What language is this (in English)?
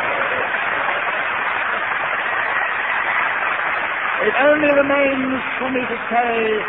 English